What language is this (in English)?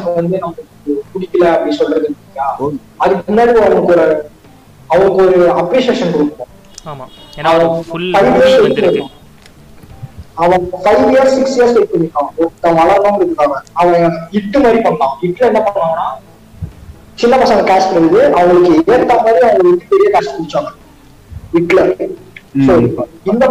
Tamil